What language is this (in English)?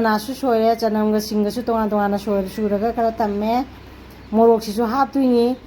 Manipuri